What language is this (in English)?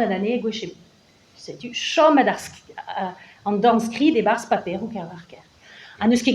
Breton